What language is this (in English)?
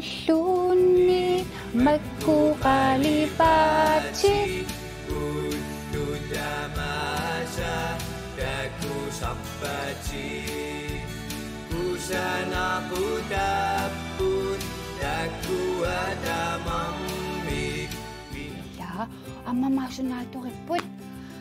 Kalaallisut